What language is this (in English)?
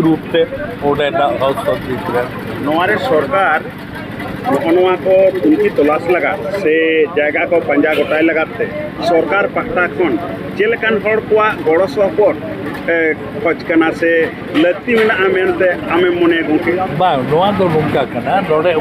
Santali